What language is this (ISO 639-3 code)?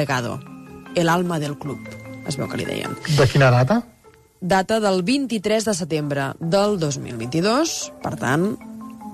cat